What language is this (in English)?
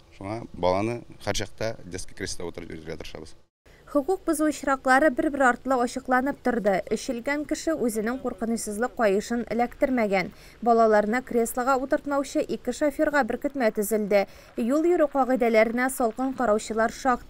Tatar